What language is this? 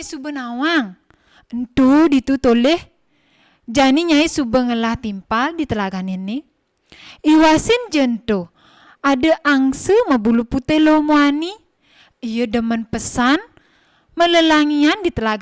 Balinese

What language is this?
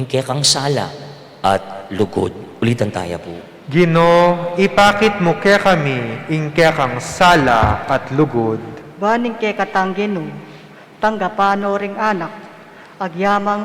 Pampanga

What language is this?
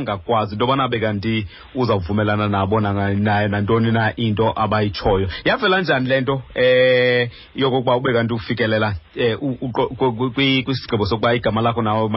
Xhosa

